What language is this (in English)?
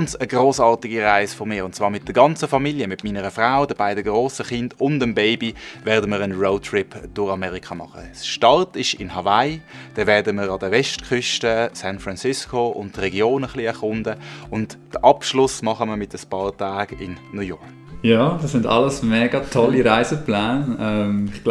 Swiss German